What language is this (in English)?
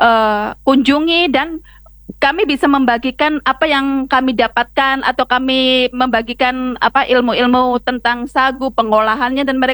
Indonesian